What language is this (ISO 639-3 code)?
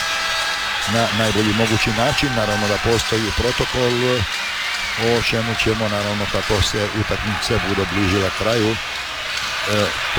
hrv